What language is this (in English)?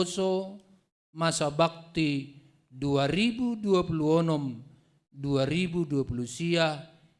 Batak Simalungun